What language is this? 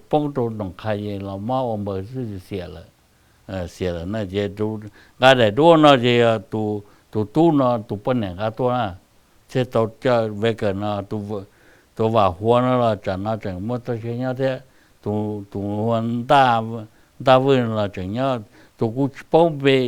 Hmong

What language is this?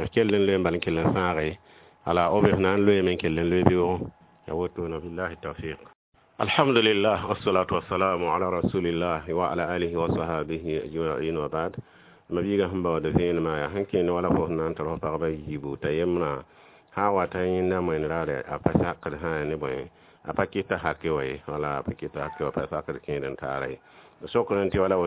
Mossi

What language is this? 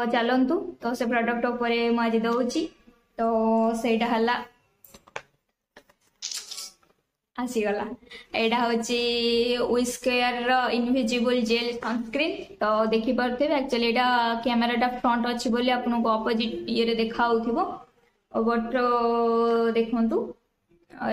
Odia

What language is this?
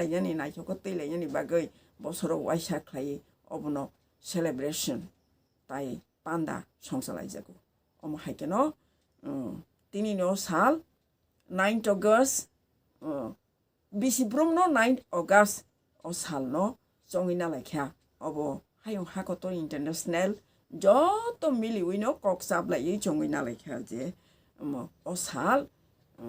Kok Borok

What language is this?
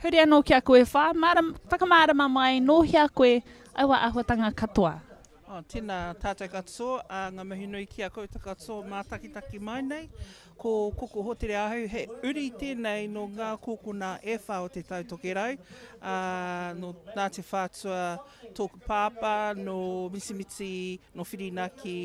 Māori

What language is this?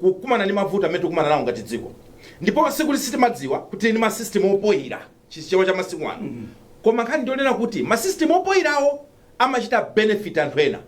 Nyanja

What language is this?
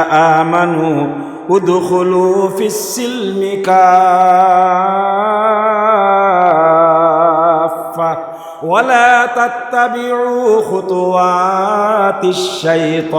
Sylheti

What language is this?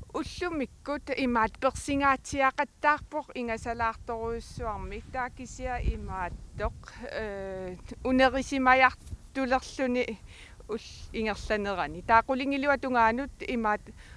Kalaallisut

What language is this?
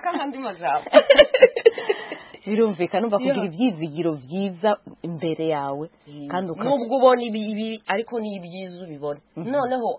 Kinyarwanda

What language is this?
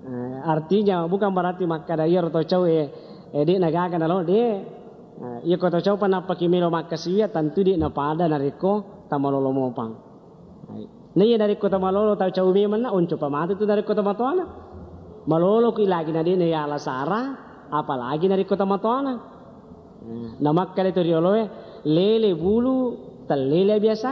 Buginese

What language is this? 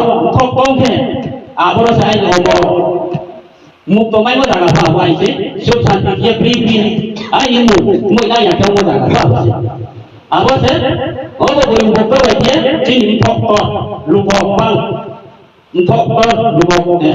Riang (India)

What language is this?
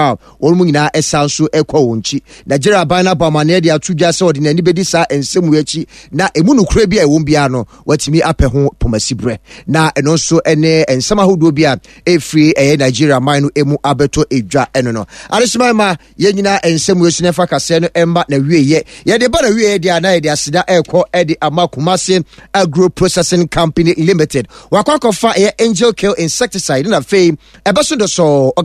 Akan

